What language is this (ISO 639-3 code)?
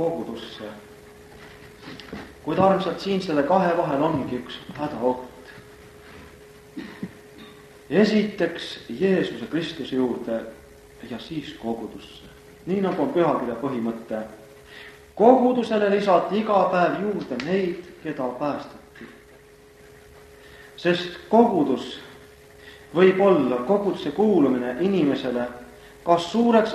est